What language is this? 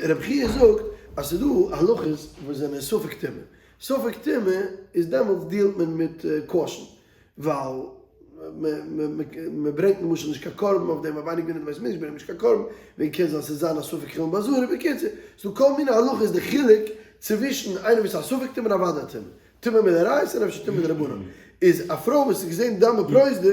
Yiddish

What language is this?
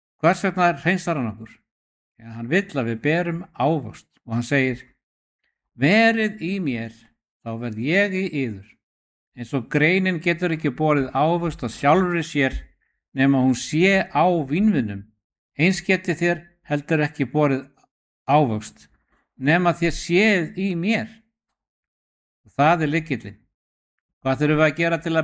Icelandic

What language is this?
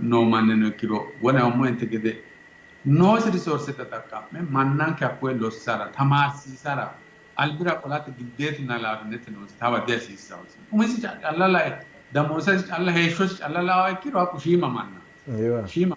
Sidamo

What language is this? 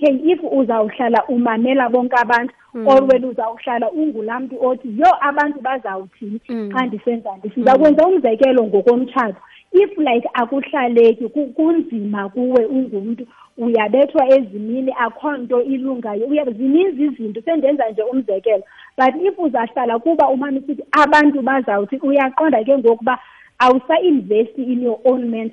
Xhosa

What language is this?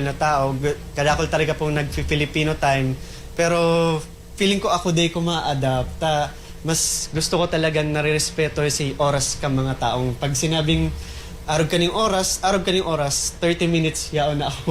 Bikol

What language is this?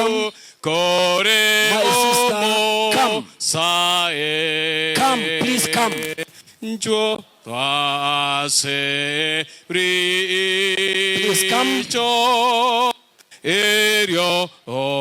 Gusii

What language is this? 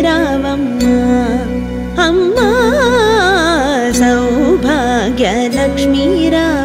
Telugu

